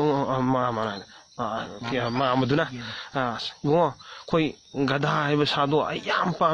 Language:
Manipuri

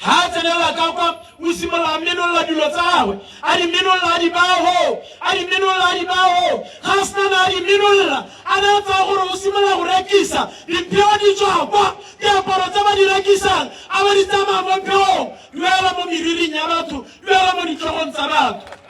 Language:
Tswana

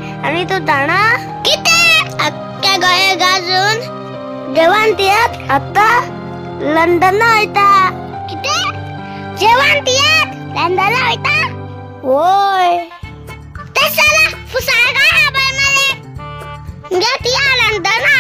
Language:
Konkani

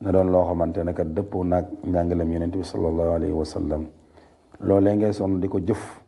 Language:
Wolof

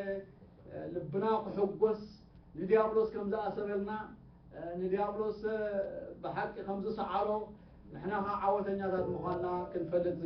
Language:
Tigrinya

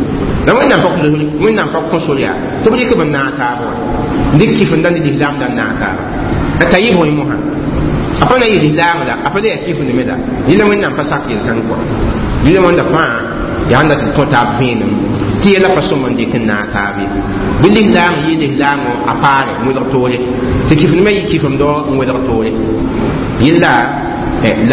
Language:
Mossi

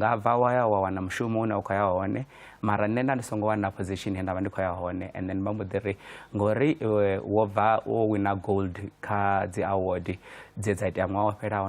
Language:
Venda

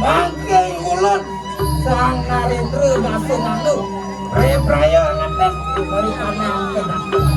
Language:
Balinese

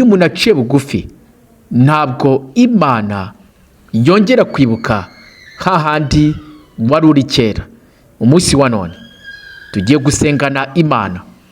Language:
Kinyarwanda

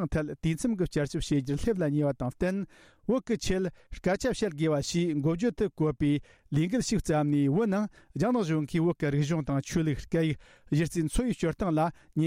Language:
Tibetan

